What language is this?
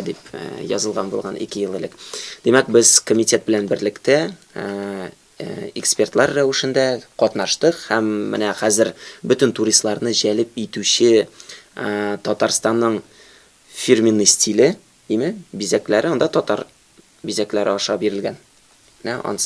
Tatar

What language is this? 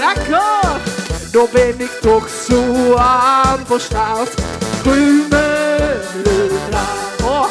Limburgish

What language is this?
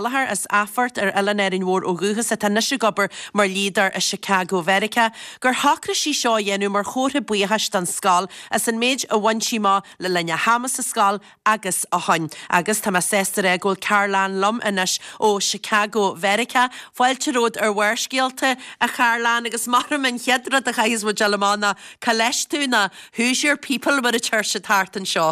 Irish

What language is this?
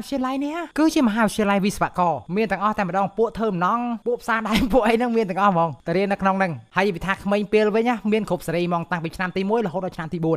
Khmer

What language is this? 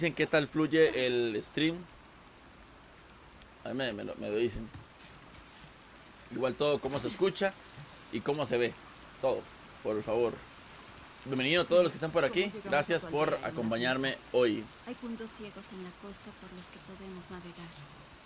Spanish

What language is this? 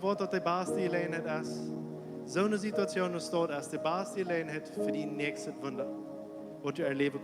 Plautdietsch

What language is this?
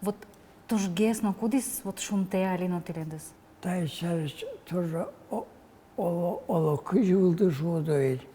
Udmurt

